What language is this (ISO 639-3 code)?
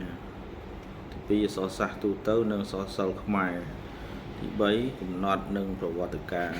khm